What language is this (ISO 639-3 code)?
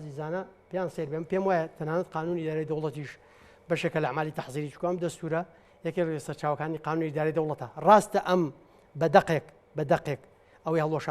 ckb